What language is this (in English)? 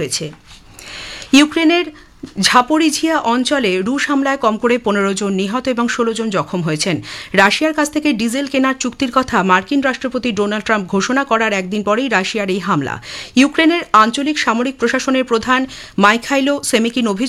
Bangla